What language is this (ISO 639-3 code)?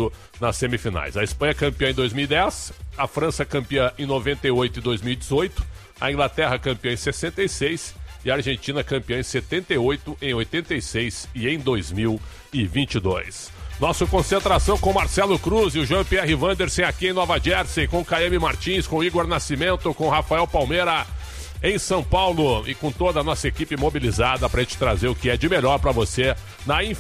por